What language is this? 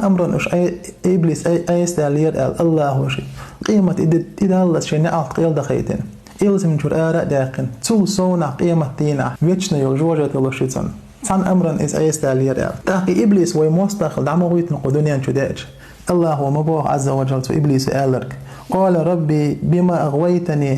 Chechen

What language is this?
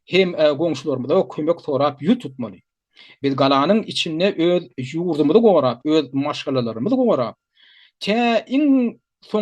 Turkmen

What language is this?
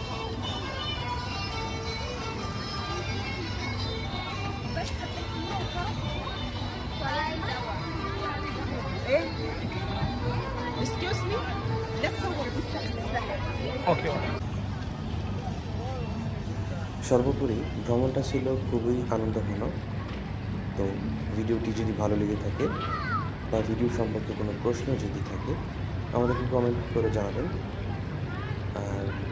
Bangla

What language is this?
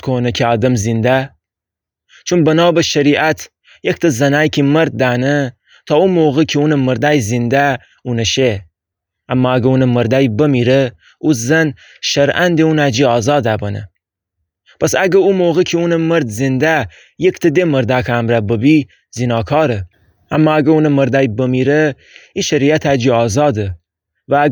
Gilaki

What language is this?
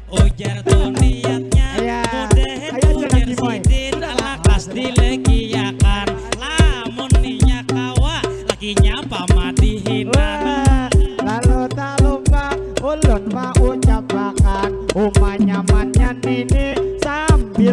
Banjar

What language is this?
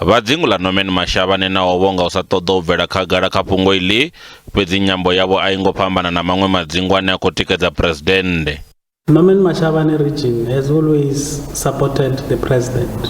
Venda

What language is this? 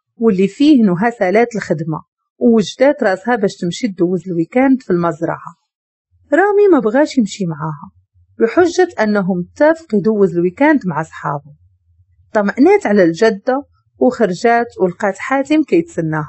Moroccan Arabic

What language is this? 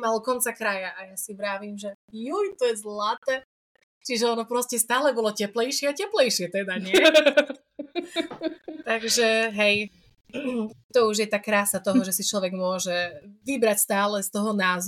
Slovak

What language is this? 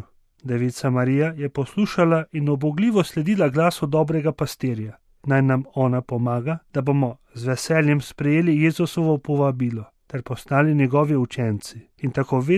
Slovenian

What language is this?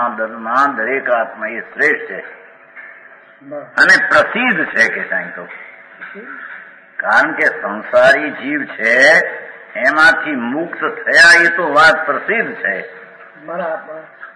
Gujarati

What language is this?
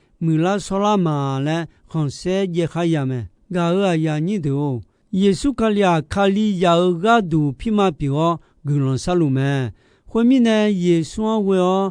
Akha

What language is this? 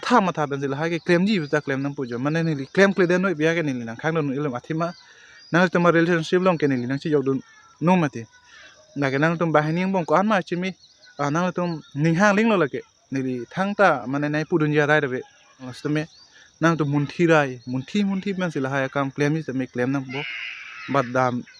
Karbi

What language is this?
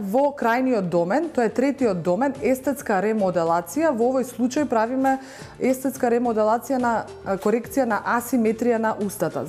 Macedonian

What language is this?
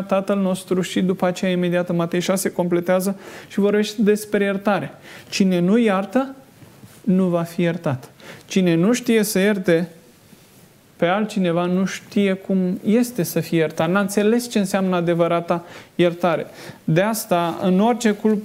Romanian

